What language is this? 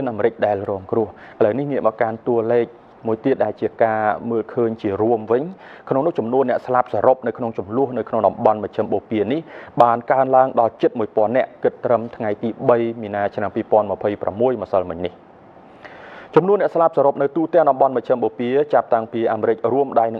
Khmer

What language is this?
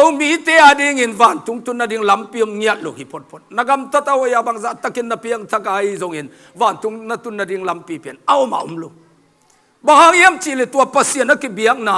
Tedim Chin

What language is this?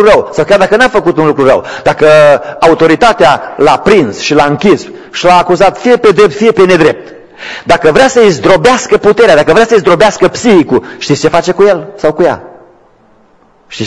Romanian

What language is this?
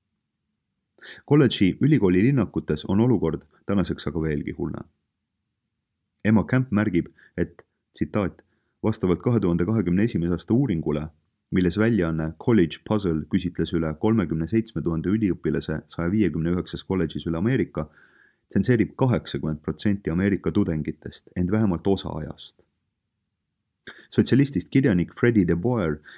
Estonian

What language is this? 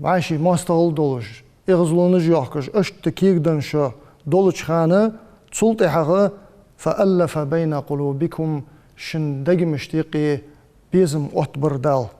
Ingush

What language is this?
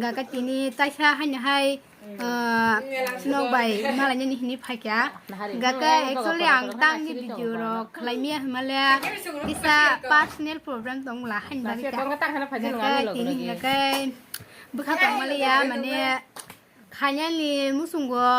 Kok Borok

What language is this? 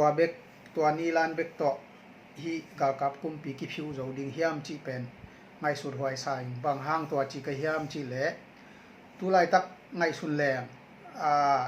Tedim Chin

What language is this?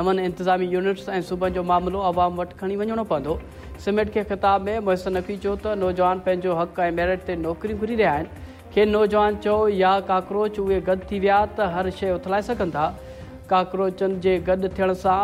Sindhi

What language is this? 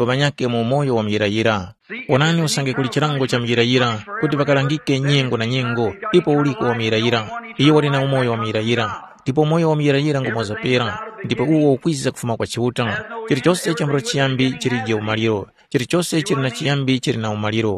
Tumbuka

